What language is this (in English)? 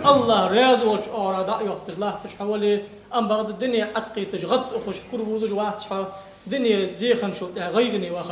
Ingush